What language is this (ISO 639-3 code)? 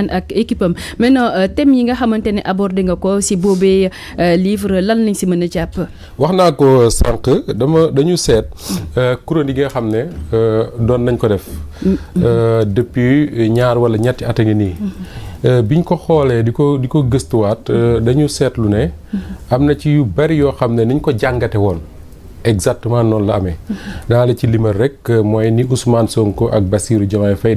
wol